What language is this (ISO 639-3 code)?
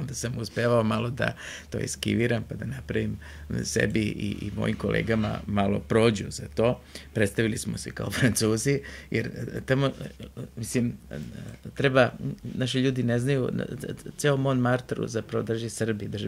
srp